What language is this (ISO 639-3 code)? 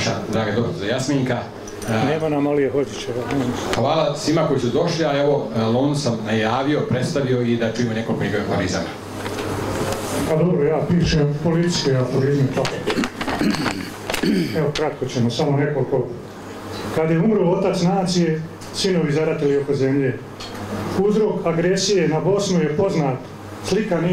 bos